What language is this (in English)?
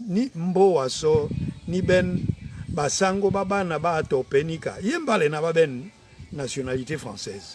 Duala